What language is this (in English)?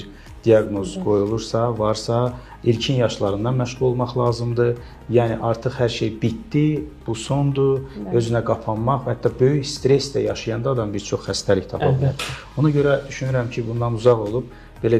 Azerbaijani